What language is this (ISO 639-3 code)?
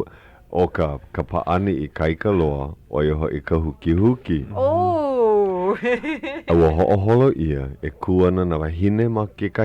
haw